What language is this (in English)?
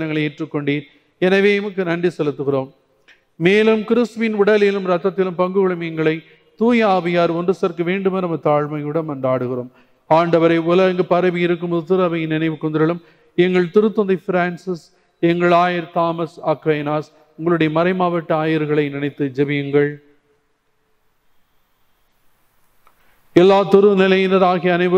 Tamil